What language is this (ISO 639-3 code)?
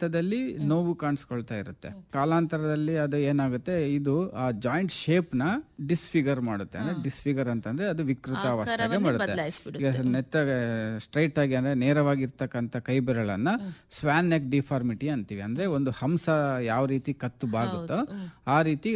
kan